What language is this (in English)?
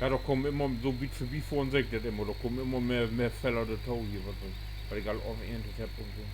Low German